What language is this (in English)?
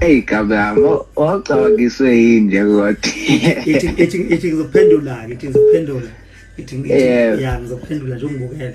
Zulu